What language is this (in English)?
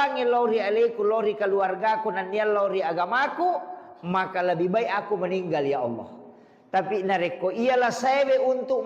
Buginese